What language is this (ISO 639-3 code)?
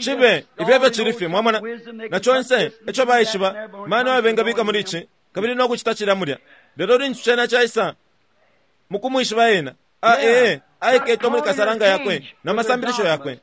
bem